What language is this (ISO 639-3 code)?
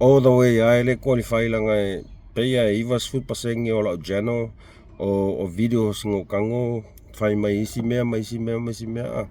smo